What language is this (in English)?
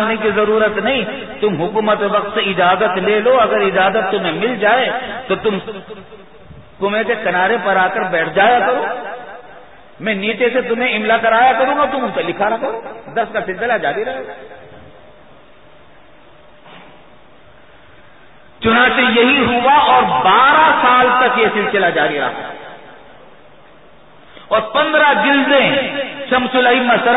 Urdu